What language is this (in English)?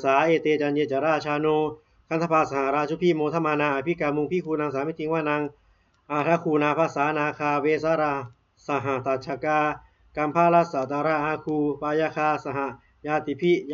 Pali